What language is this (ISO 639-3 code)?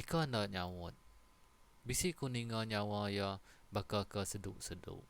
iba